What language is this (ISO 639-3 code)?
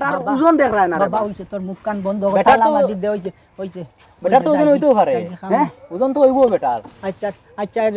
syl